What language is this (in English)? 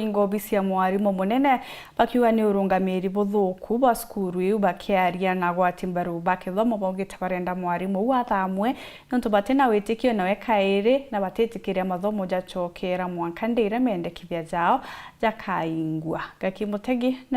Meru